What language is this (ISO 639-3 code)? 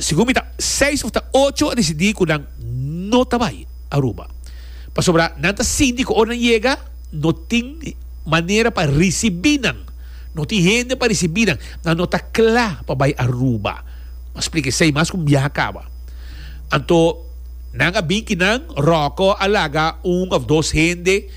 pap